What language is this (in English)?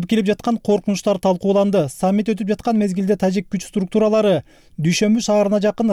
Kyrgyz